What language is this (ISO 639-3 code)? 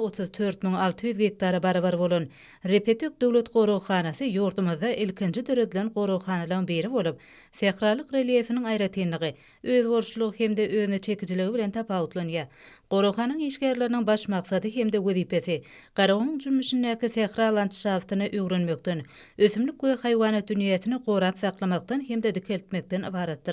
tuk